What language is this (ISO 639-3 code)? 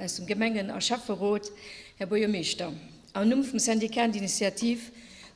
ltz